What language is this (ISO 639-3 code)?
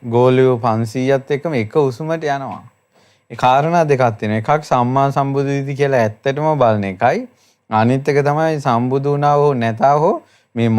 sin